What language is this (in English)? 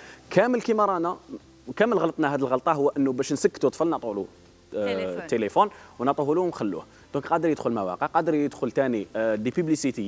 Algerian Arabic